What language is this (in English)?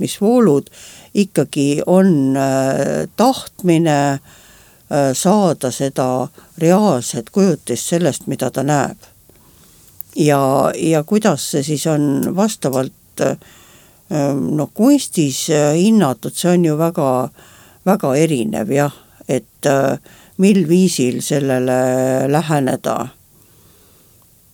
Estonian